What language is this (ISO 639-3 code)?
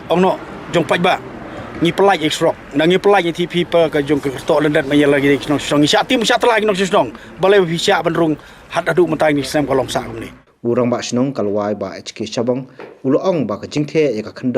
kha